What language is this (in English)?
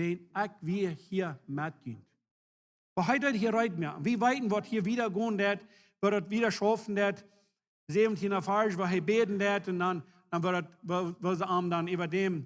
Plautdietsch